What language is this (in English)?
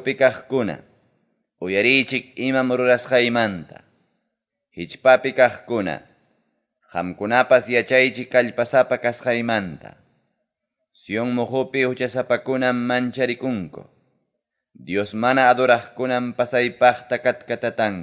Ayacucho Quechua